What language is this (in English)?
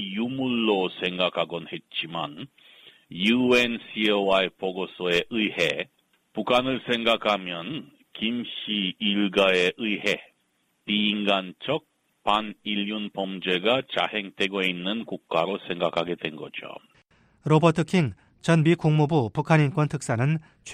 Korean